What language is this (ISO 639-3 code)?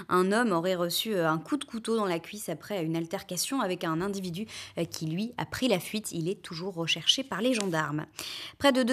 fra